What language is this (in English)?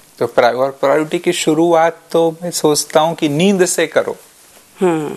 Hindi